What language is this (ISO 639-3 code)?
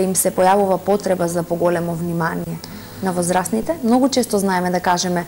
mkd